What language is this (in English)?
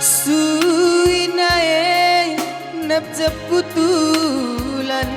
Batak Karo